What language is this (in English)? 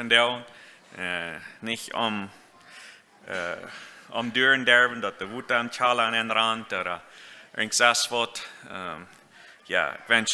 Plautdietsch